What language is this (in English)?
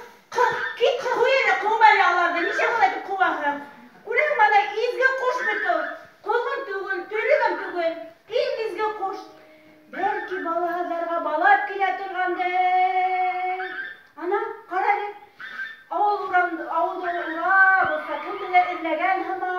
Bashkir